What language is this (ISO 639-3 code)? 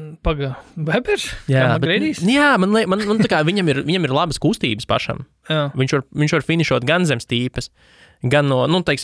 lav